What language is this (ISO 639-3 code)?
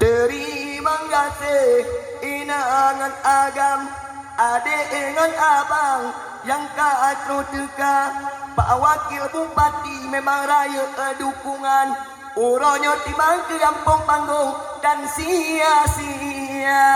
ace